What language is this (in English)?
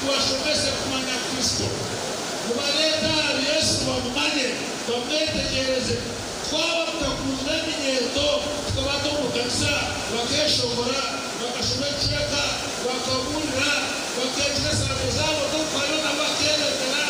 Nyankole